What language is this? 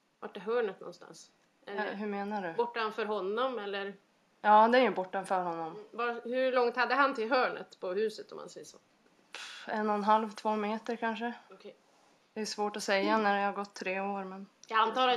Swedish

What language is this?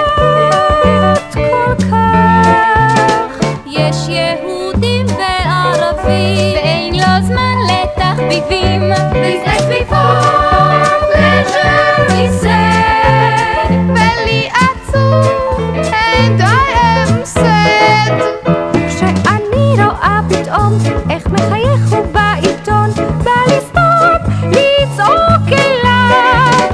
Hebrew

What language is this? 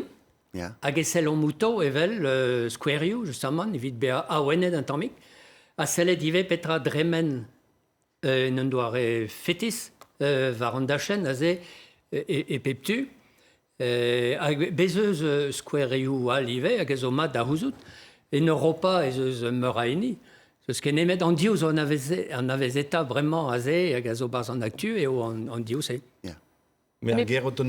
Breton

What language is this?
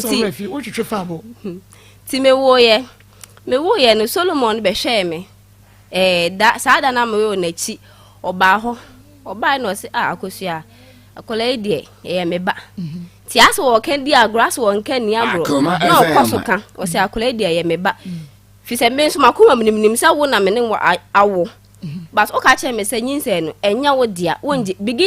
Akan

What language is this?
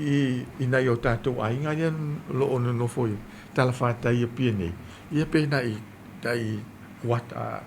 Samoan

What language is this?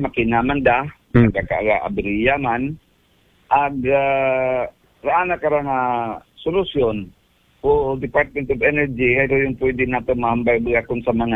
Aklanon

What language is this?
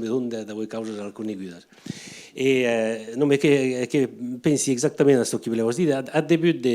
Occitan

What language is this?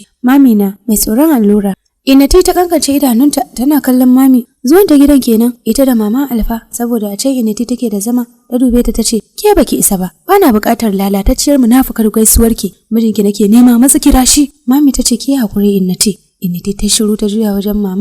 Hausa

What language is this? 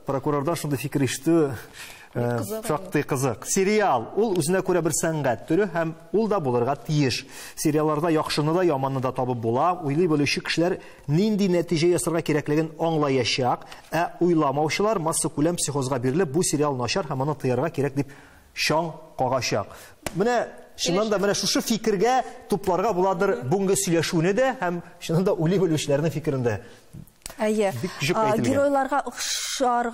Tatar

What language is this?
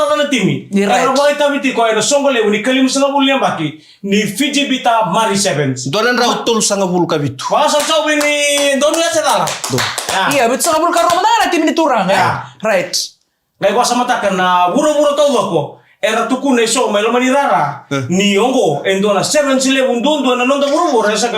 Fijian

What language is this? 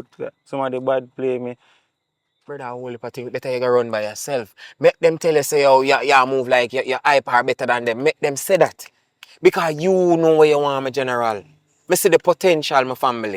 Jamaican Creole English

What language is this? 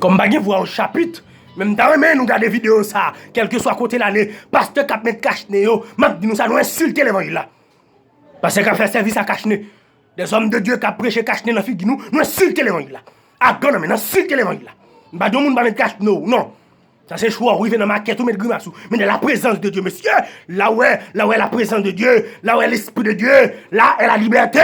Haitian Creole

